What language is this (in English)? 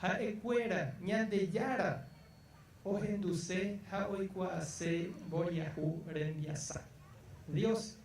Guarani